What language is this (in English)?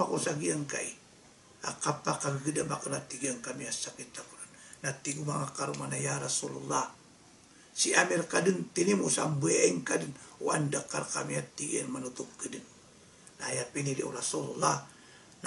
Maranao